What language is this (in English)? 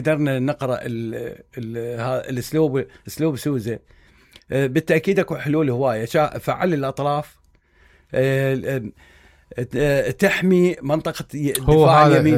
Mesopotamian Arabic